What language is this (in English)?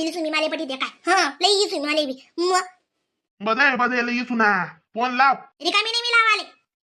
Khandesi